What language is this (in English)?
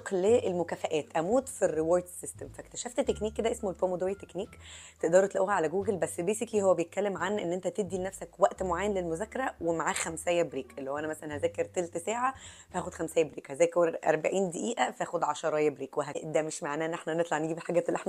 Egyptian Arabic